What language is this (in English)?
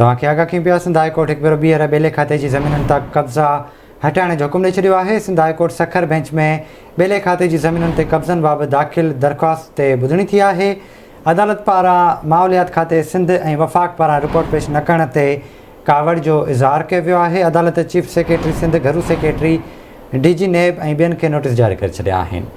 Sindhi